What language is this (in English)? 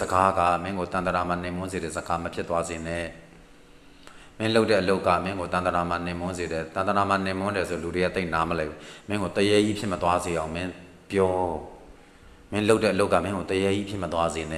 Burmese